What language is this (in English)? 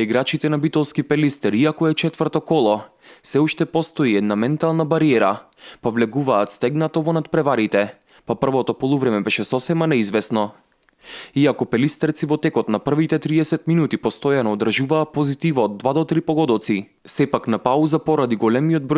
Macedonian